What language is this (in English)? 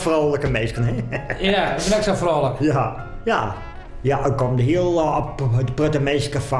Western Frisian